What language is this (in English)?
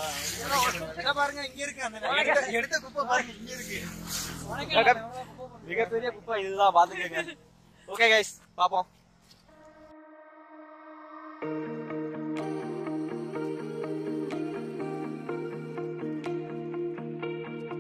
Tamil